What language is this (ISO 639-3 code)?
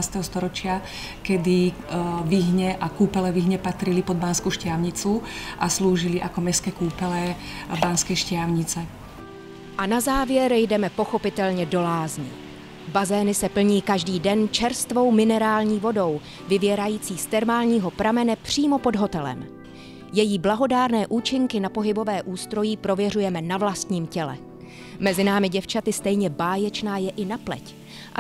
ces